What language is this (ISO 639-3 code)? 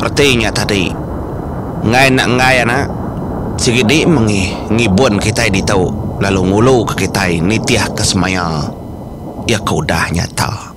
iba